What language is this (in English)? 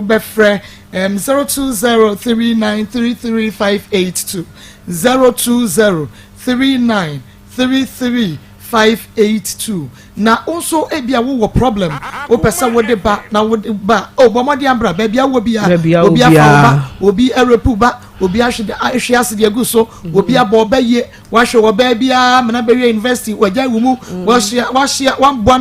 Akan